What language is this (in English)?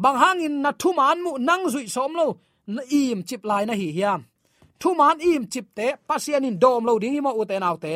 Tedim Chin